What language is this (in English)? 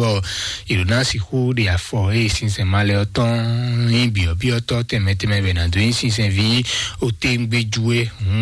Fon